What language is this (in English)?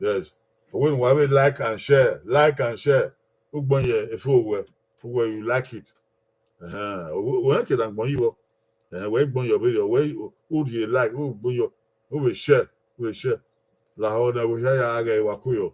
Bini